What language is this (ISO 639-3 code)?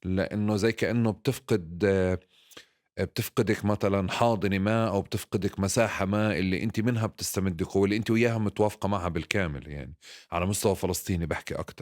apc